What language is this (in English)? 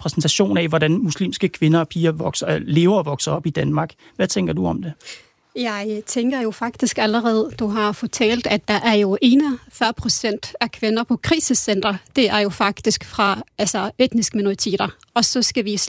Danish